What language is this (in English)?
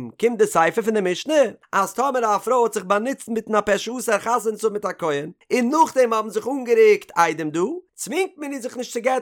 Yiddish